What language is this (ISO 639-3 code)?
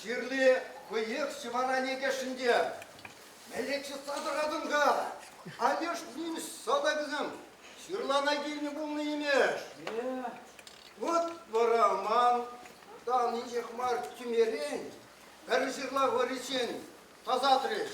chv